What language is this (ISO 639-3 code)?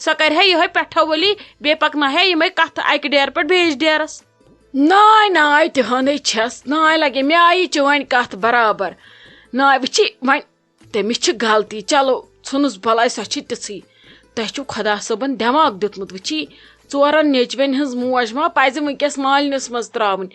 kas